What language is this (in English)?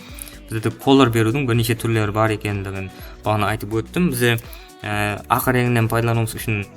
Kara-Kalpak